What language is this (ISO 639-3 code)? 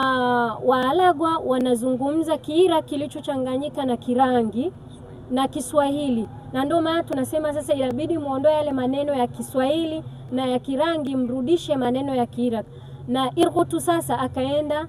swa